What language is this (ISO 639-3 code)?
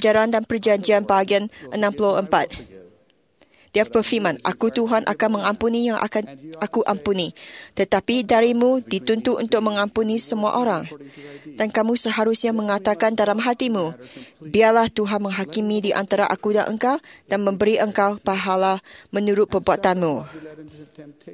msa